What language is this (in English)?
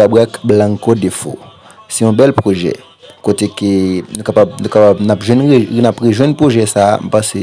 Haitian Creole